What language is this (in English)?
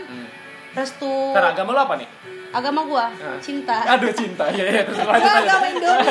Indonesian